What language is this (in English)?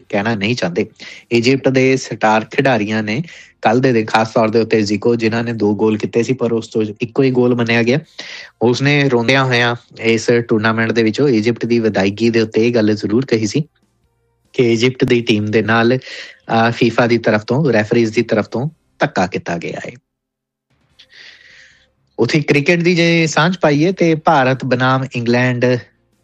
Punjabi